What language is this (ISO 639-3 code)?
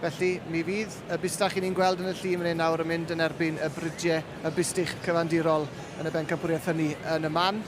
cym